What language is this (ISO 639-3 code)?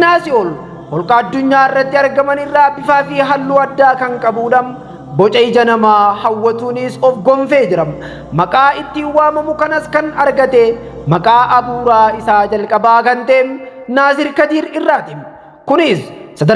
orm